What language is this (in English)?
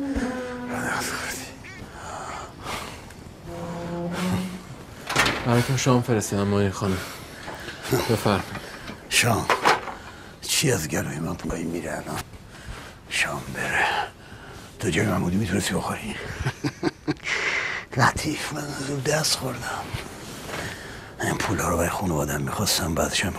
Persian